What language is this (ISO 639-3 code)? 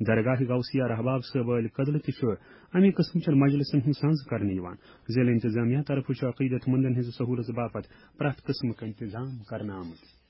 kas